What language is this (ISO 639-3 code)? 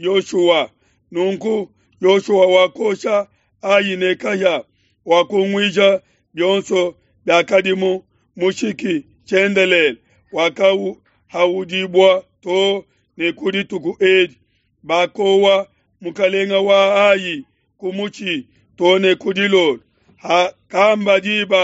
lua